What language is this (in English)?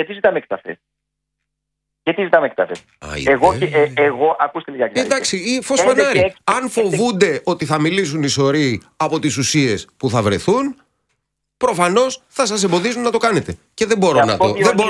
Greek